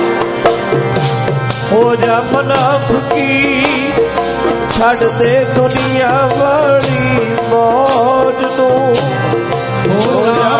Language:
Punjabi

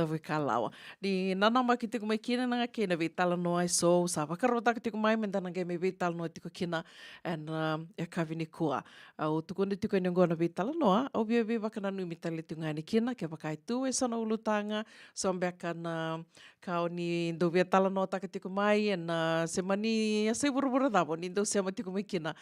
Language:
Fijian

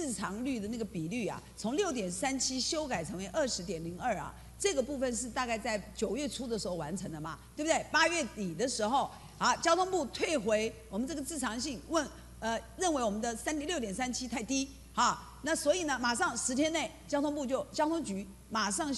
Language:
Chinese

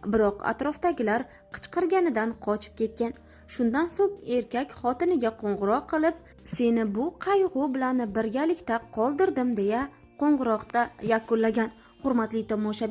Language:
Uzbek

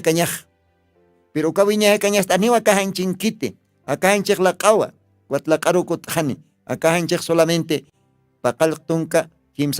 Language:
Aymara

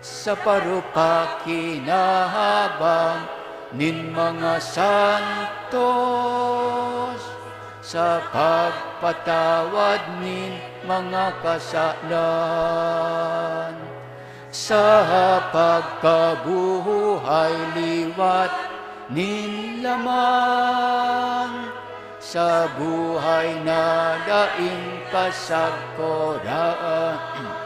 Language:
Bikol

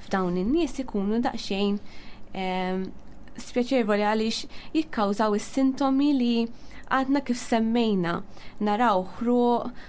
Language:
Maltese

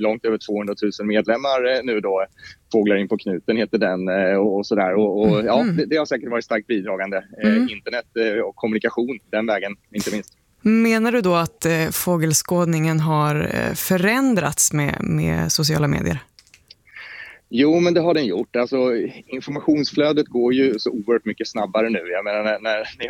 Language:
Swedish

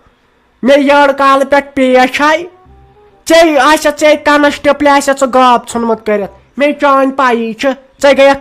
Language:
Kashmiri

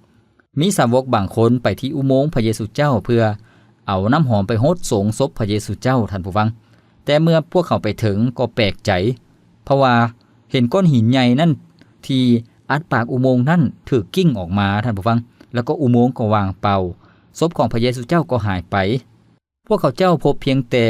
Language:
Lao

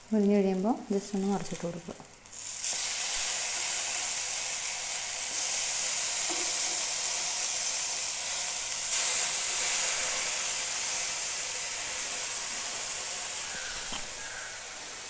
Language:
Malayalam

